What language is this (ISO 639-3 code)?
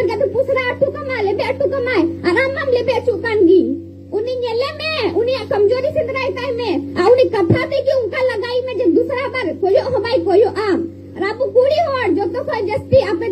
sat